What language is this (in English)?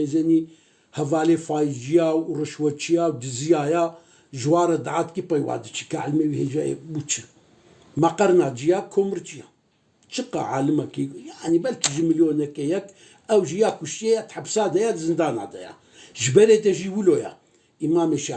Kurdish